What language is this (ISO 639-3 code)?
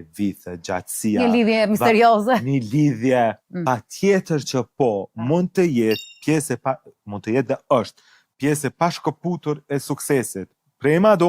sqi